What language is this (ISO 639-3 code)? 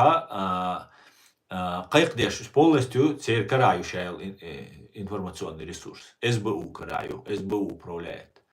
che